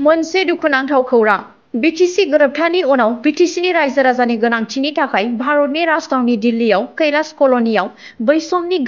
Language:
Bodo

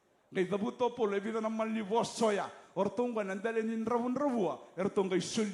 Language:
Fijian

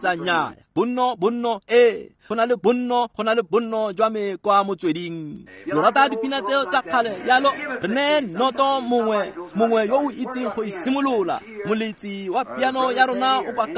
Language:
Tswana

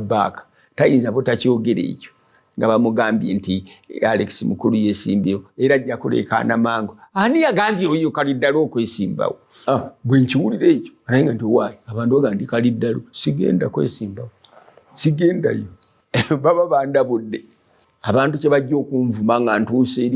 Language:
Ganda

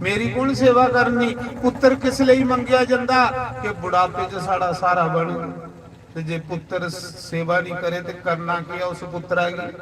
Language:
Dogri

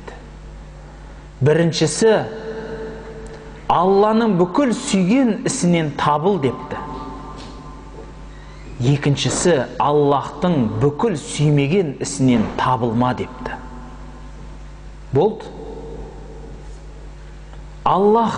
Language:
Kazakh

